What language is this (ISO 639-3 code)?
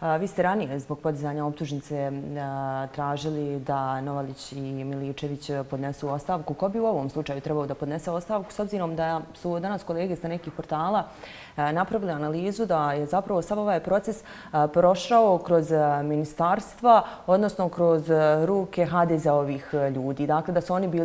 bos